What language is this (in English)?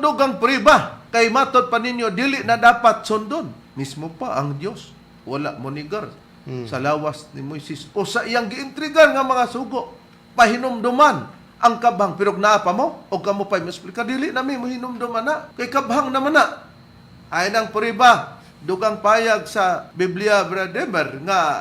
Cebuano